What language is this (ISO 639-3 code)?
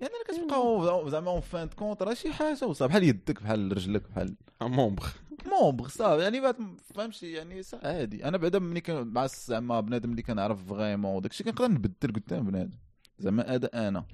ary